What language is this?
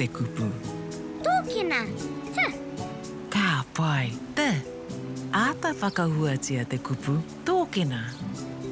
Māori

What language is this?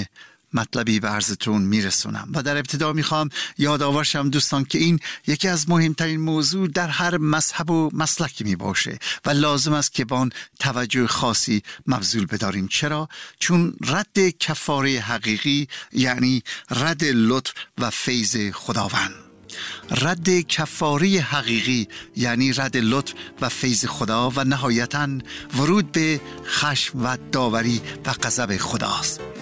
Persian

